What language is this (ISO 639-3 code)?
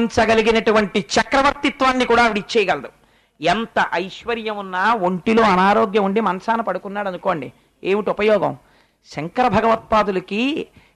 tel